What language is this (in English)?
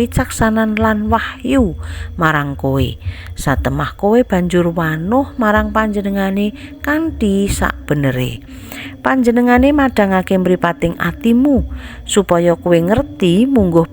Javanese